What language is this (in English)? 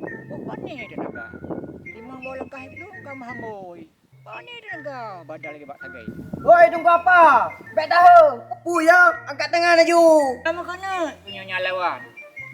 Achinese